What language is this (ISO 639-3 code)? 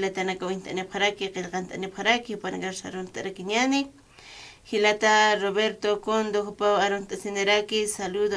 aym